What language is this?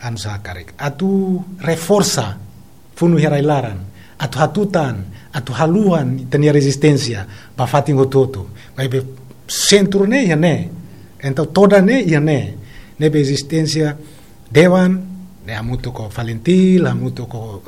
Tetum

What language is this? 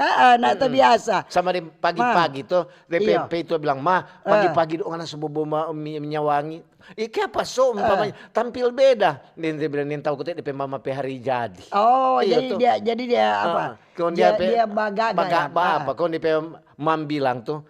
Manado Malay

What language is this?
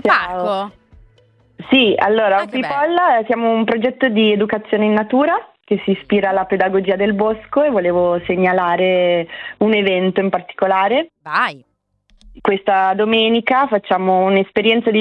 Italian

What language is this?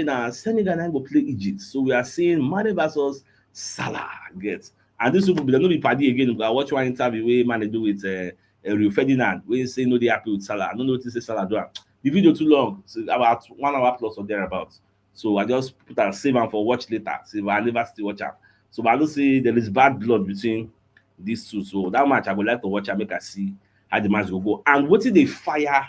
Nigerian Pidgin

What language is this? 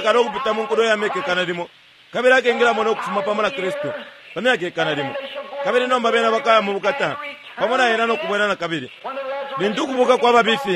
Bemba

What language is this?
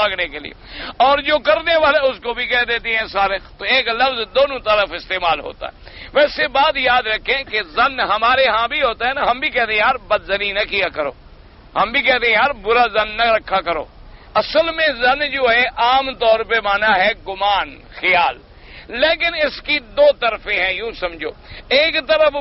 Urdu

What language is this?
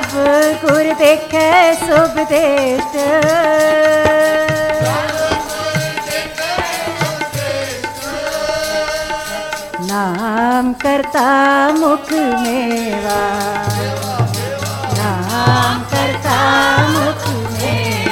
Hindi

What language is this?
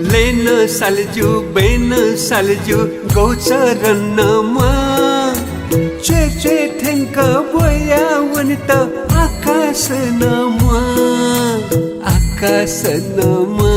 Newari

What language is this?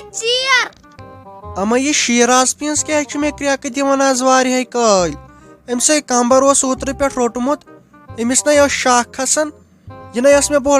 Kashmiri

